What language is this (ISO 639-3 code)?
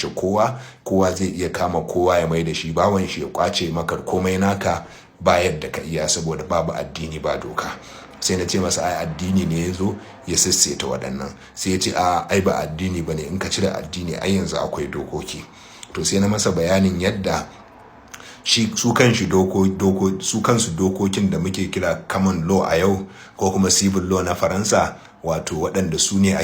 hau